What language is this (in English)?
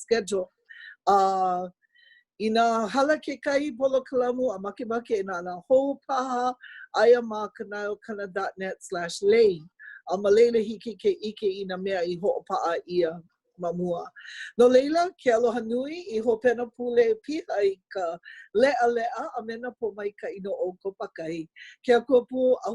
Hawaiian